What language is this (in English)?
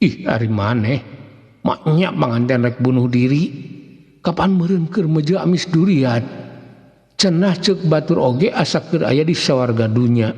Sundanese